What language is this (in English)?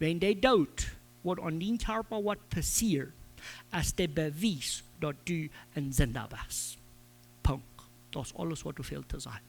Plautdietsch